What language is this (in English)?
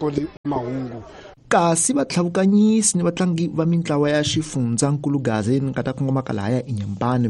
Tsonga